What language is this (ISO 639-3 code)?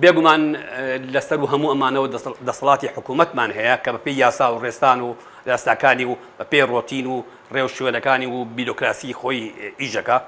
ckb